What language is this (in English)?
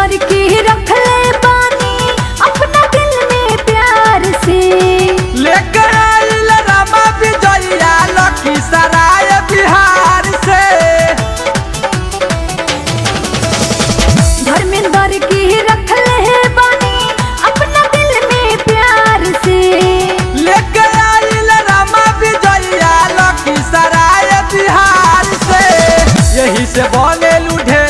Bhojpuri